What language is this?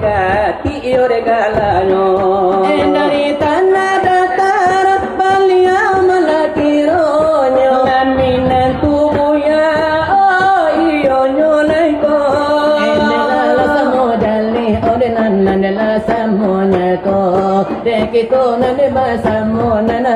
Minangkabau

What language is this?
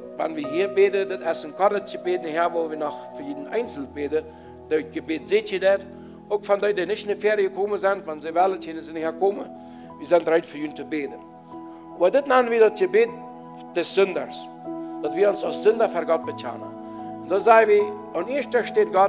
Plautdietsch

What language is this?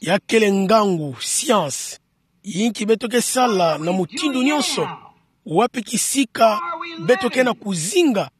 Kituba (Democratic Republic of Congo)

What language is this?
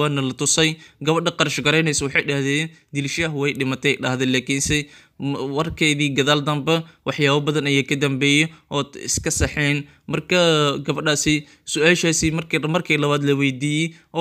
Somali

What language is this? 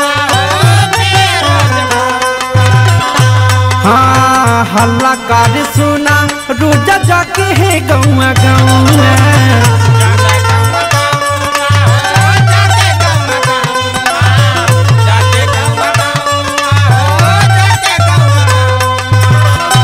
Bhojpuri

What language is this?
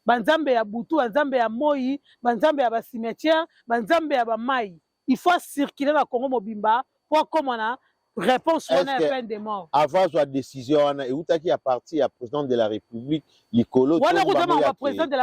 Lingala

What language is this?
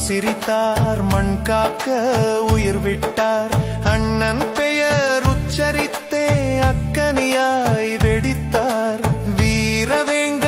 Tamil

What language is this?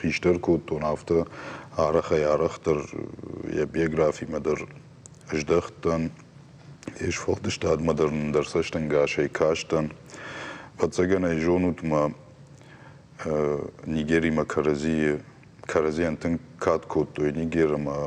Ossetic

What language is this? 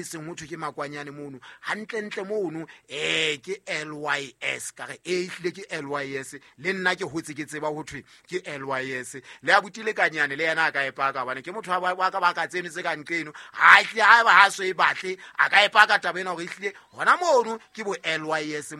Southern Sotho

